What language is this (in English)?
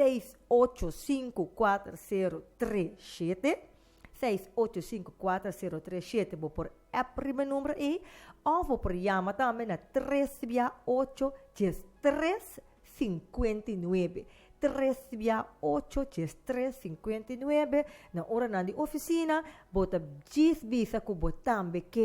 Papiamento